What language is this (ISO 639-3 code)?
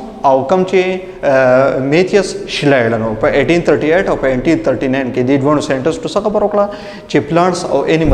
pus